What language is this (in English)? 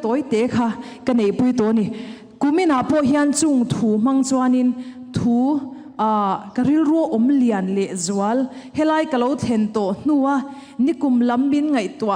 Mizo